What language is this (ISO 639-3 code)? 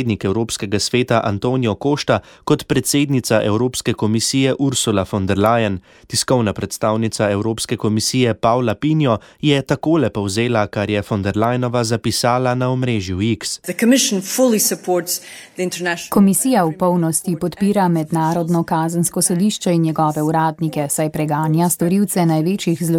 slv